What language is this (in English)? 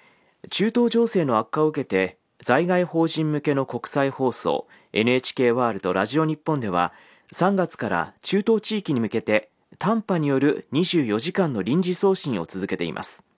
Japanese